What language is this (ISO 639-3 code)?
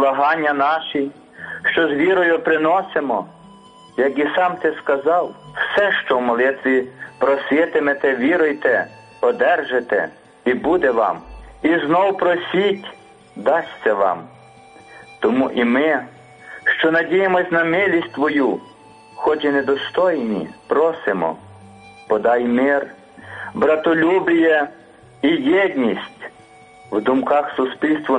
ukr